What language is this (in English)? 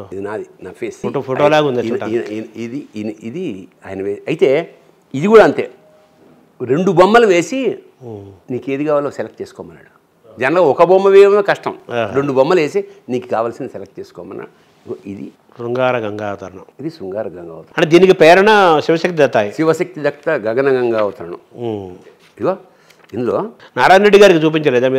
Telugu